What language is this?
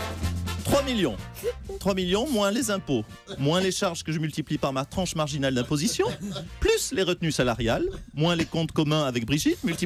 French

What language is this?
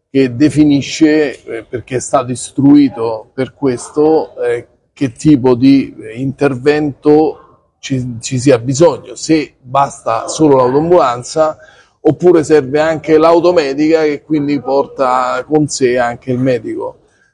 Italian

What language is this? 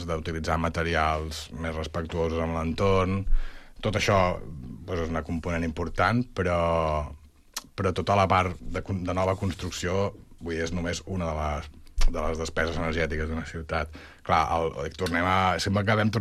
Catalan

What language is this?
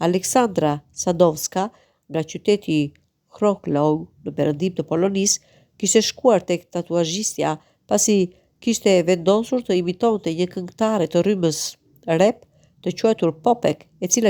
Albanian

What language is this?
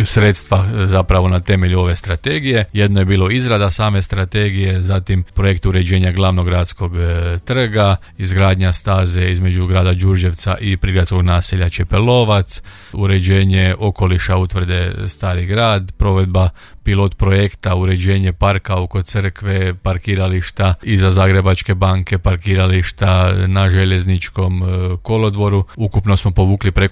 Croatian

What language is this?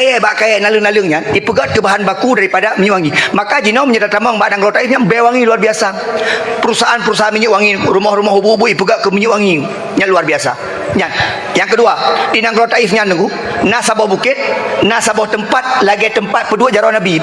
Achinese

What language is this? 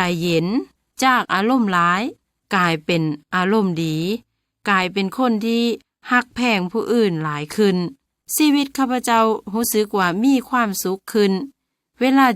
Lao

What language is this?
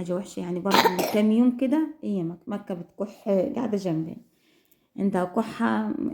Egyptian Arabic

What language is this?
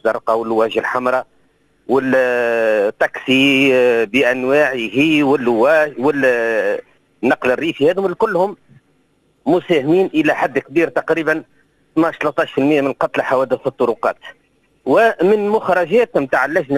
Tunisian Arabic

